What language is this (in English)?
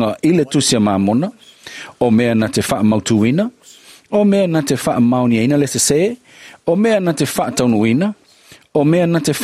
Samoan